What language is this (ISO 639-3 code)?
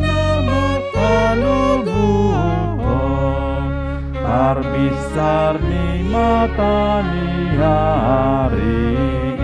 bbc